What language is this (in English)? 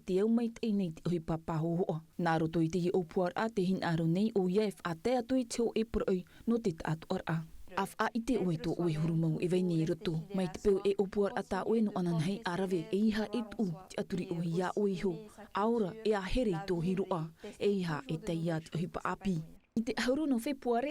Tahitian